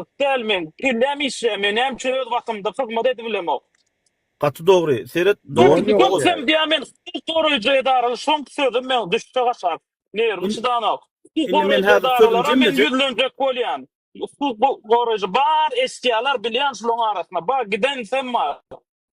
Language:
Turkmen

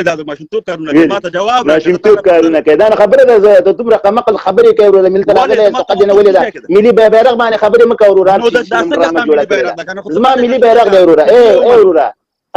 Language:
Pashto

